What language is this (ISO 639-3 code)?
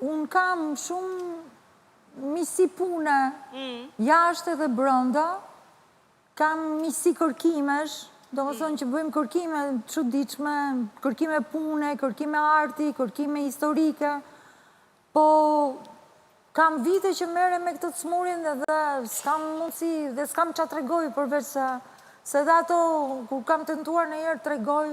sqi